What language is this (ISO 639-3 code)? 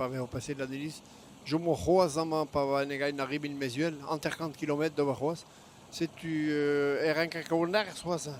bre